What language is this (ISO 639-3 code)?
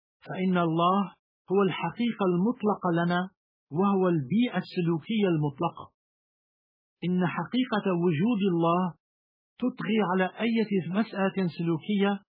ara